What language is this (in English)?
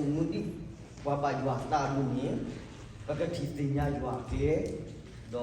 S'gaw Karen